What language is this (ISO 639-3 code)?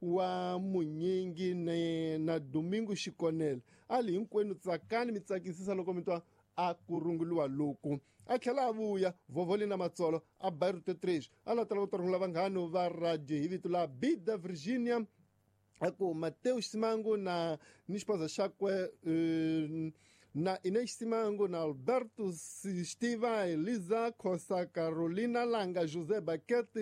tso